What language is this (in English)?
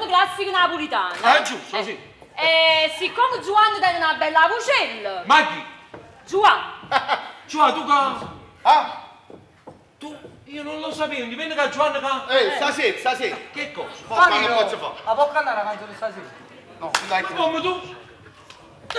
Neapolitan